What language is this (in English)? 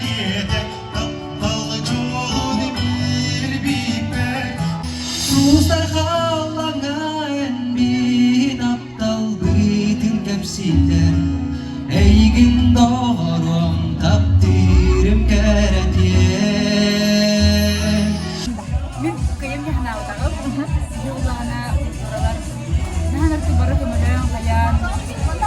Yakut